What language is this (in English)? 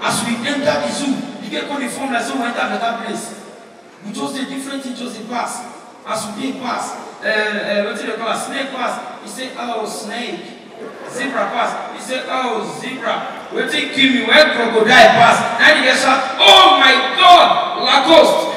Nigerian Pidgin